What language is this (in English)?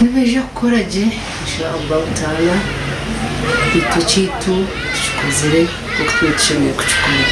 Nyankole